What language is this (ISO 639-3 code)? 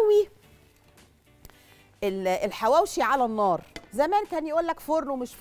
arz